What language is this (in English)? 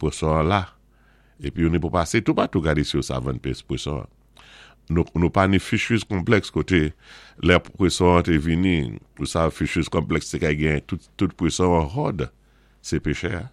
Saint Lucian Creole French